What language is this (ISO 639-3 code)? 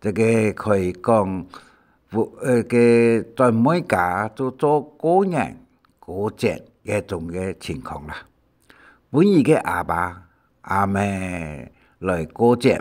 hak